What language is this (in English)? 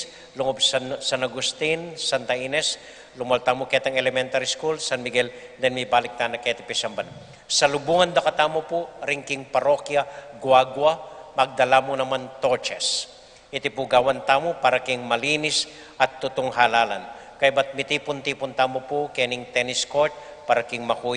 Pampanga